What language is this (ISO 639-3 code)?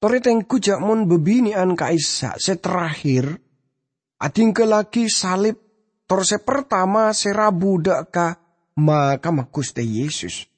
mad